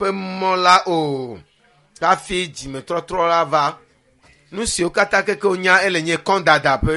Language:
Ewe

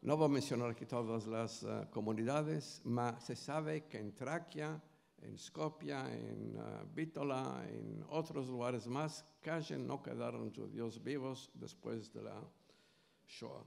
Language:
Ladino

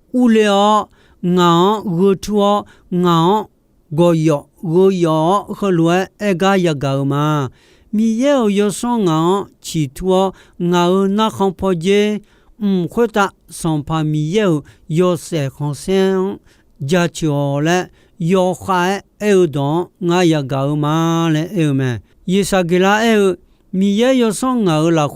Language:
Akha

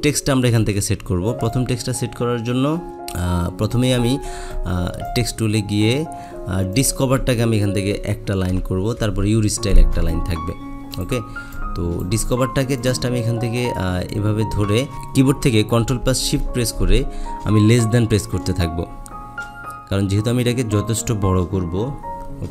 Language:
Bangla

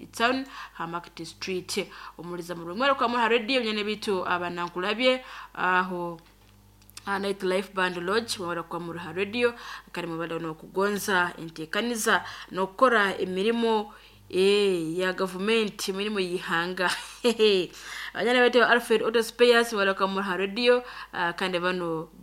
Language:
Nyoro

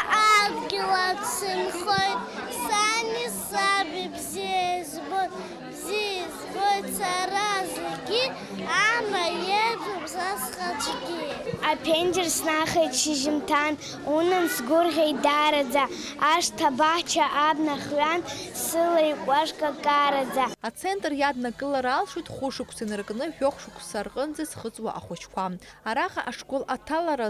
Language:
Abkhazian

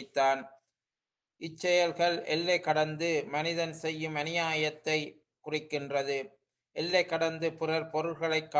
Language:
Tamil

